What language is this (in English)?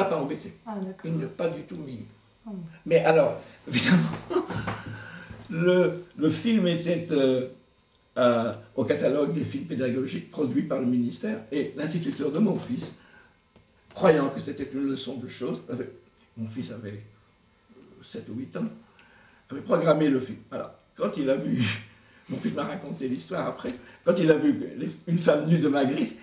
French